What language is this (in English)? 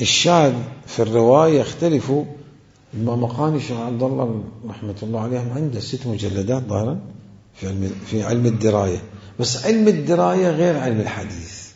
Mesopotamian Arabic